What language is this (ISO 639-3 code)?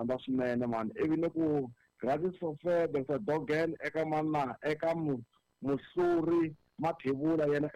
tso